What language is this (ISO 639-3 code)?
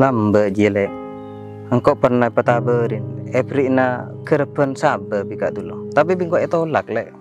mad